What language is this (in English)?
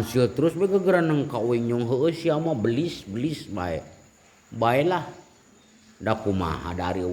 Sundanese